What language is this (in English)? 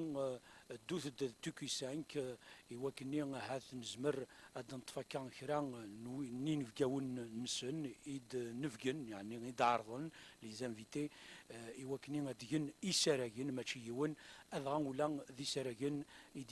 Kabyle